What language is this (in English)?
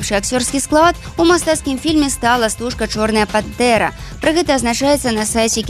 Belarusian